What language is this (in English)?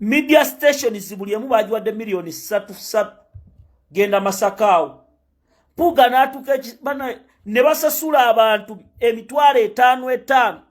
Ganda